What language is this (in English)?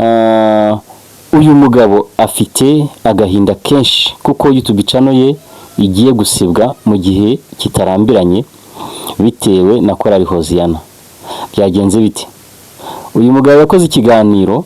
Kinyarwanda